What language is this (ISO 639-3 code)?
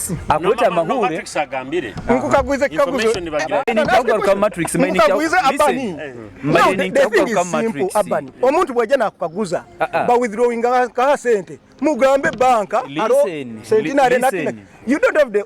nyo